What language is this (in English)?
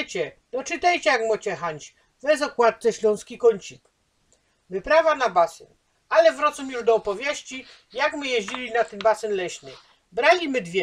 Silesian